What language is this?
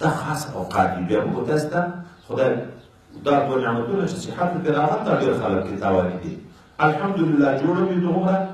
Pashto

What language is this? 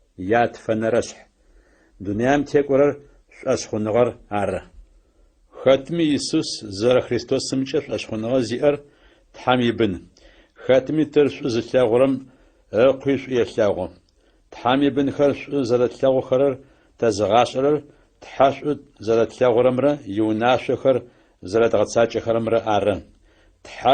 Adyghe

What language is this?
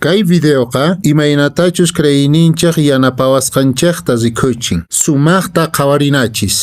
Quechua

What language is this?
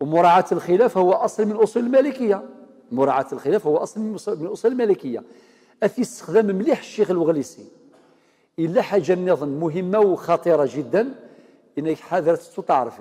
Kabyle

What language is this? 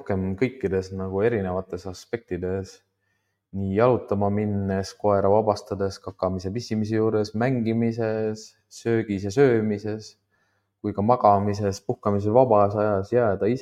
Estonian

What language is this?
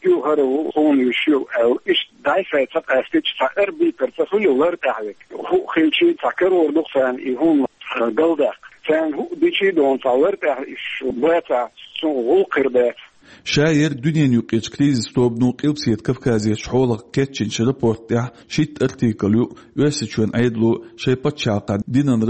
Chechen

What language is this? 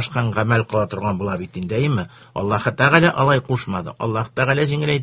Tatar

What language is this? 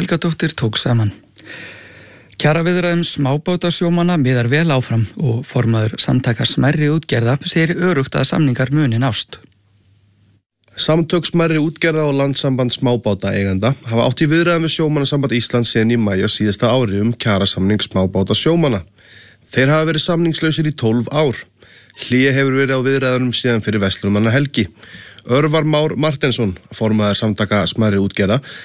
Icelandic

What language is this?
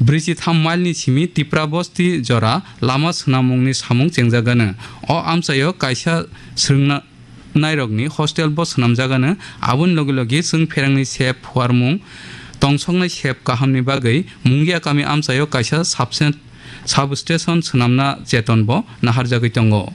Kok Borok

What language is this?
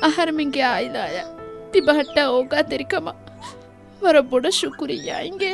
Divehi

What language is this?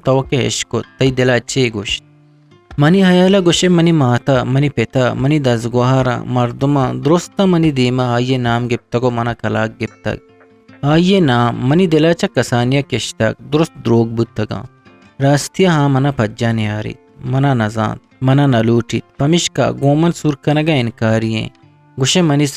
Eastern Balochi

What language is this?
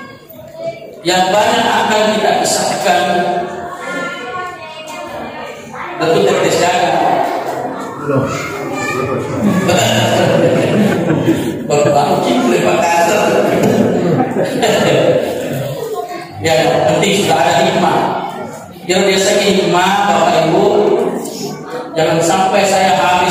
Indonesian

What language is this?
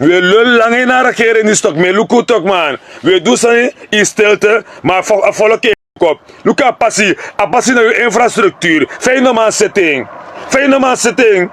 Sranan Tongo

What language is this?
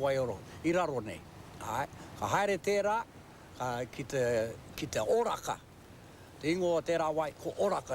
Māori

